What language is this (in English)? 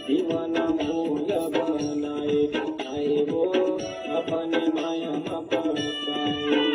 Chhattisgarhi